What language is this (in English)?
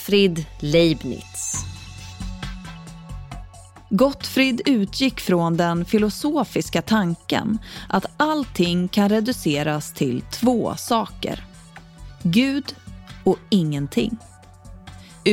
Swedish